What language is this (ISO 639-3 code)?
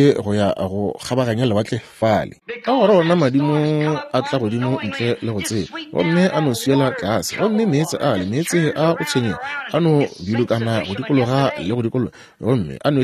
nso